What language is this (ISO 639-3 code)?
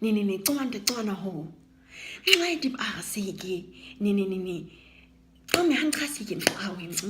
naq